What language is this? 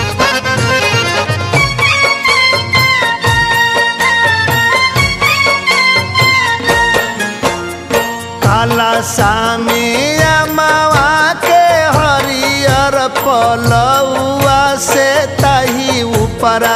Bhojpuri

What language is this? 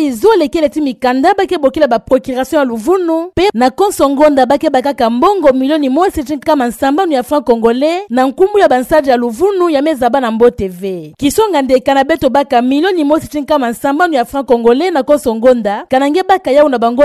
Kituba (Democratic Republic of Congo)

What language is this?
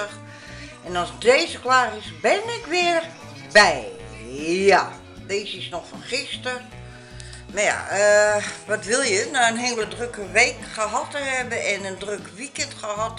Dutch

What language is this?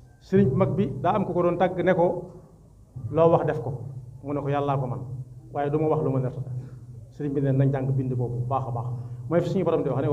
Wolof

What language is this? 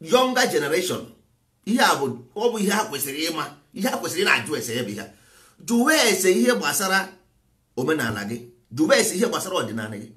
Igbo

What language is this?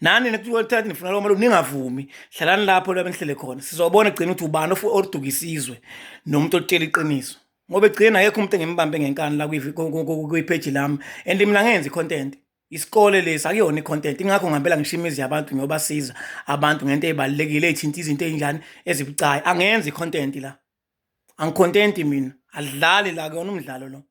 Zulu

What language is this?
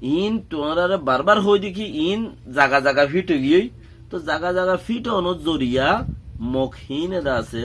Rohingya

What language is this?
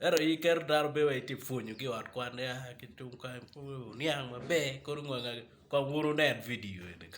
Acoli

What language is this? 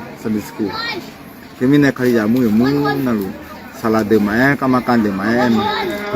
Akha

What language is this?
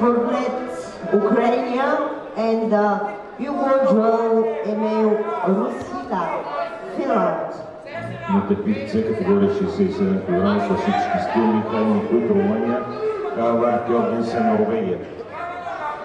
Bulgarian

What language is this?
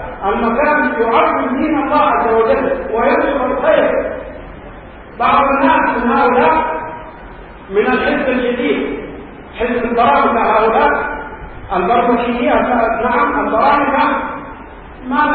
Arabic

